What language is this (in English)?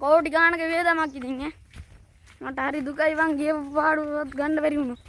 Sinhala